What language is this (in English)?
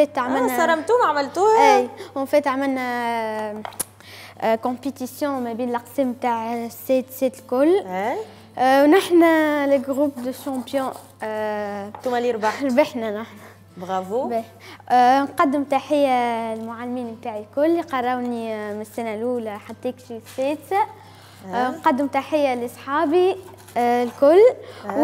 Tunisian Arabic